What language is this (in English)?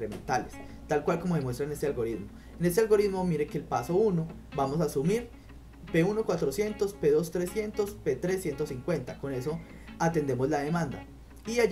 Spanish